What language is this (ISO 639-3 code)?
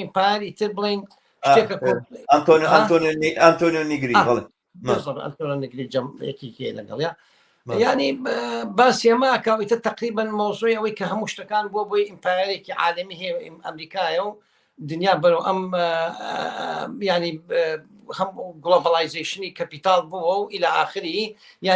ckb